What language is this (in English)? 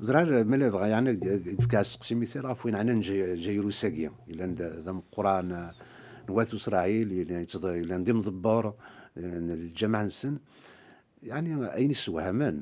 Kabyle